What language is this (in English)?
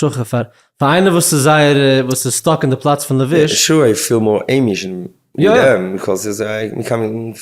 Yiddish